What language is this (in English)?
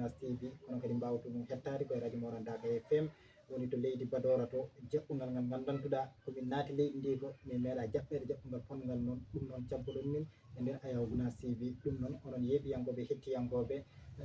Fula